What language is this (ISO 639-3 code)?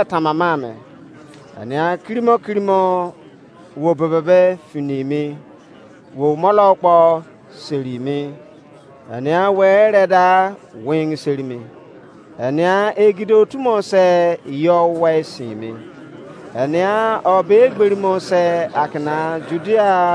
ijc